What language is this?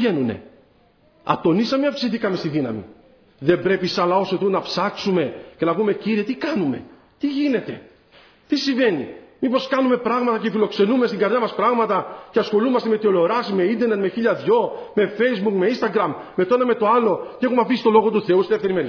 Greek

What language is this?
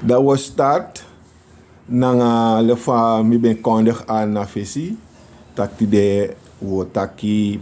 Sranan Tongo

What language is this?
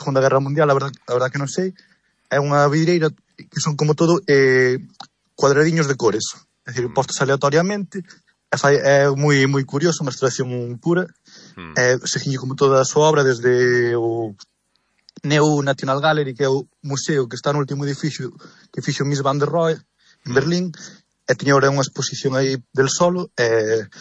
Galician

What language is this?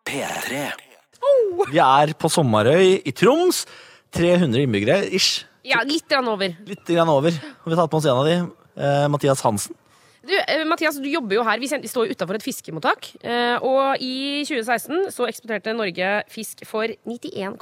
Norwegian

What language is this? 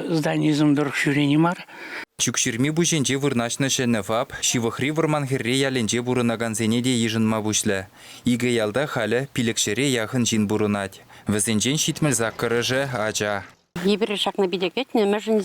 Chuvash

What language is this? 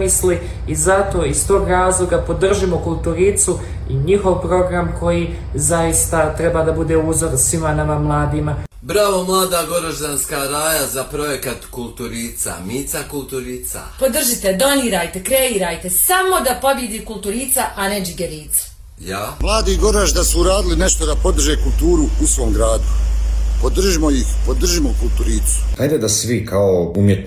Bosnian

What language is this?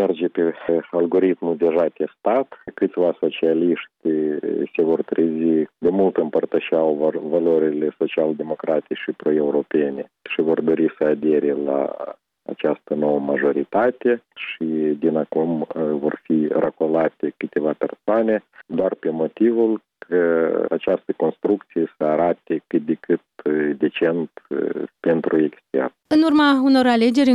Romanian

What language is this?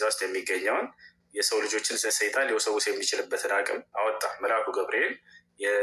Amharic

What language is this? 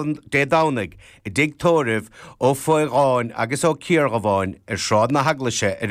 Irish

